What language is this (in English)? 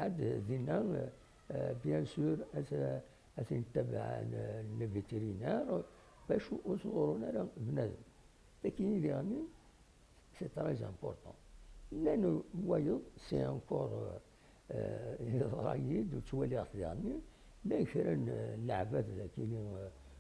Kabyle